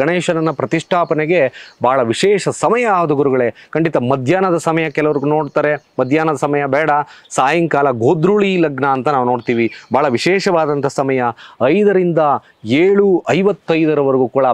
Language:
Kannada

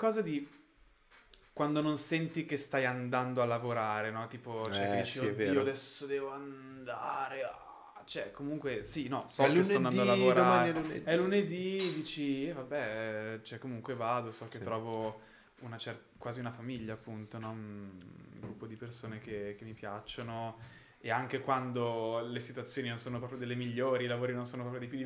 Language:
Italian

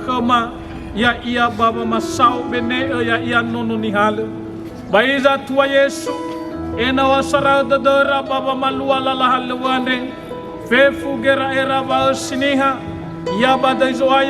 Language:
Nias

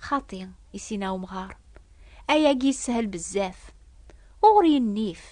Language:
Kabyle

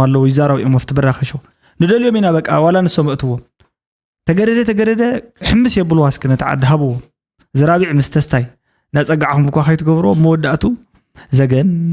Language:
Tigrinya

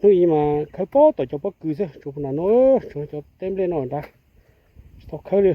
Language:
Hmong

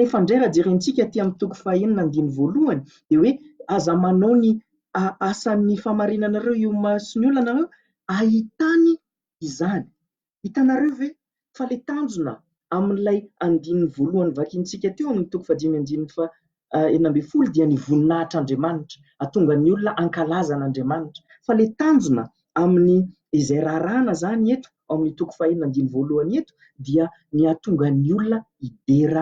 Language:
Malagasy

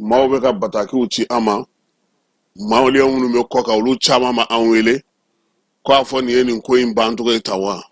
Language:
Bambara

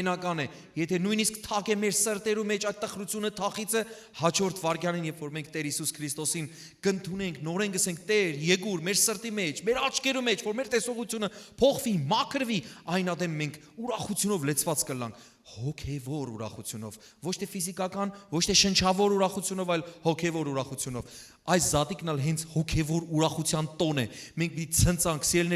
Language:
Western Armenian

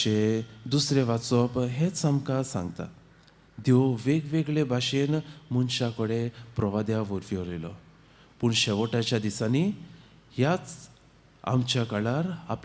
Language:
Konkani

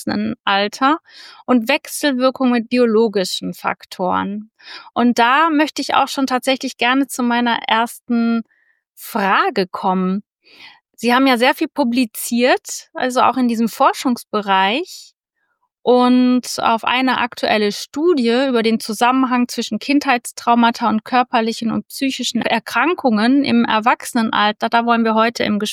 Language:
German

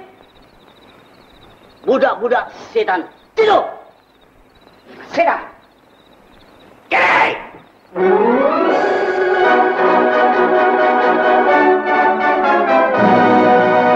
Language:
Malay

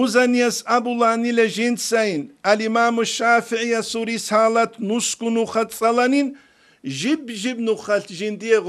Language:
Avaric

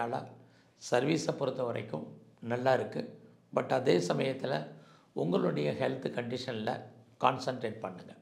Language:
Tamil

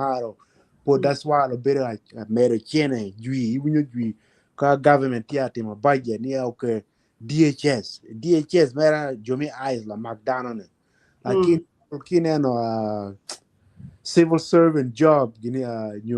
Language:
Acoli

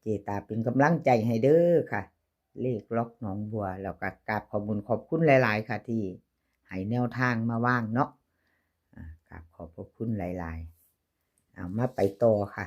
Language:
Northeastern Thai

